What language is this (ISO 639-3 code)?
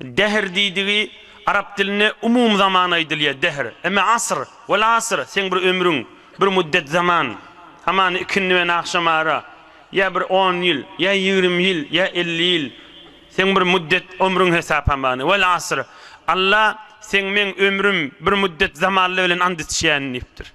tuk